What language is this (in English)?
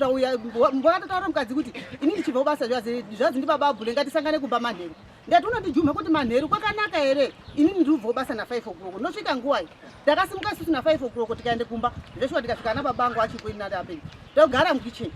Shona